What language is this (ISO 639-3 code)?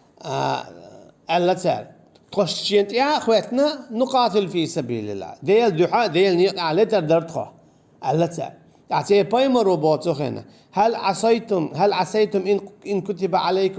che